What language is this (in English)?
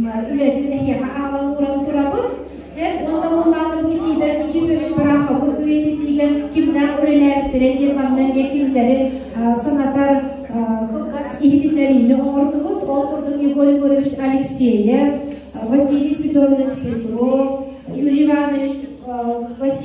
Yakut